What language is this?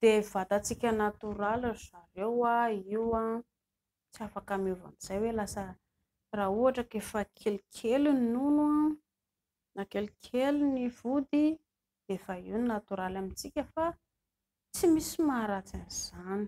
Malagasy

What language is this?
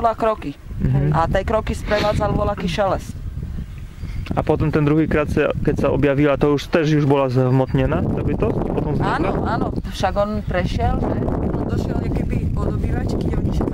Slovak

